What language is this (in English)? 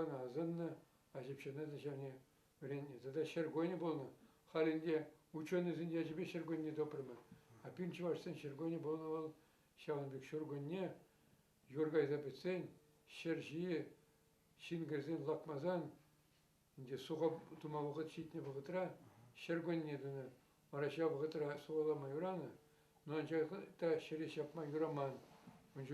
Chuvash